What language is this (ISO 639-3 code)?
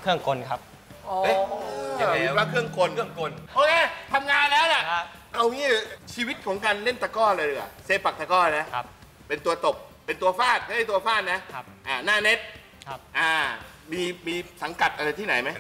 tha